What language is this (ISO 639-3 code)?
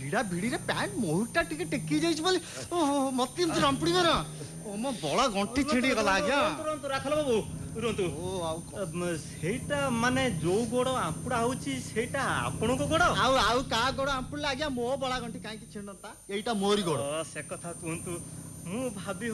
ori